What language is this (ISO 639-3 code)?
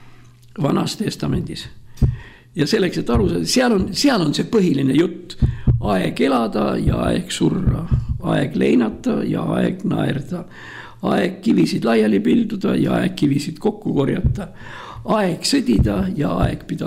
est